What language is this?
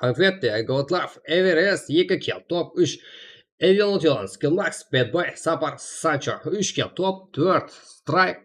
Kara-Kalpak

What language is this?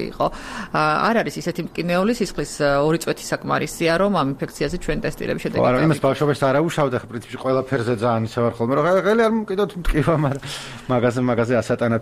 Georgian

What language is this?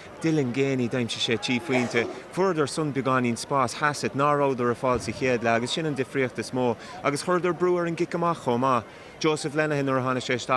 Irish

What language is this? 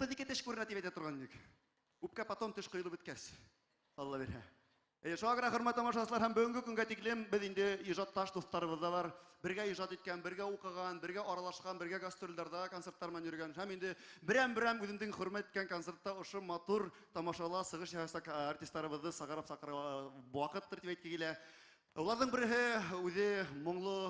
Bashkir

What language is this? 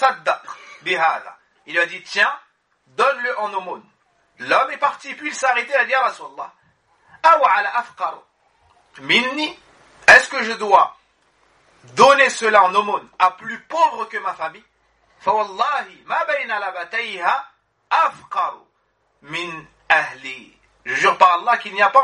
French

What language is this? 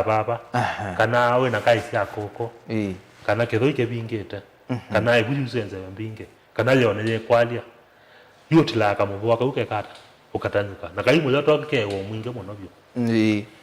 Kamba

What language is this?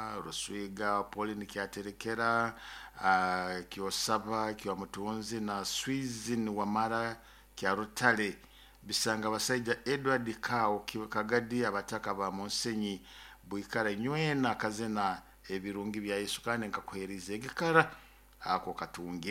Nyoro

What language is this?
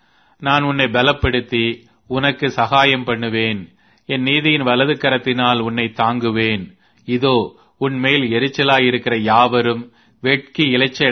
Tamil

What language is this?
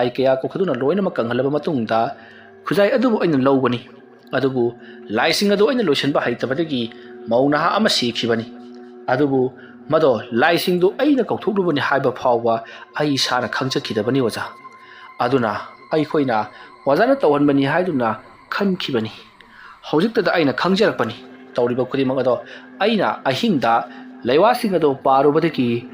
Manipuri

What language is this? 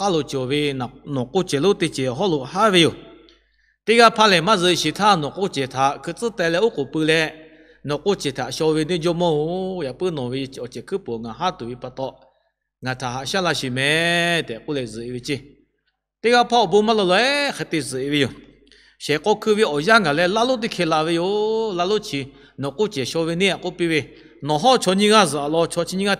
Lahu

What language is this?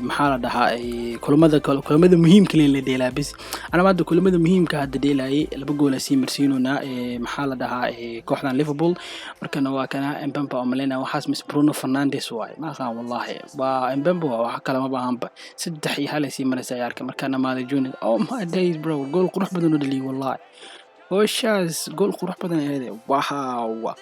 Somali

